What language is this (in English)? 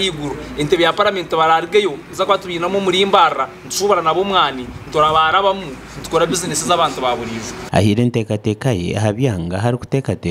Nyankole